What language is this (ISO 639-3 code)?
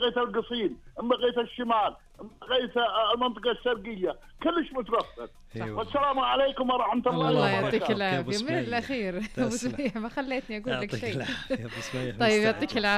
ars